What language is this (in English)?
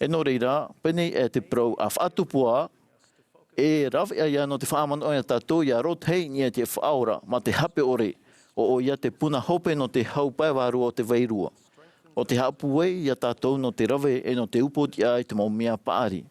Tahitian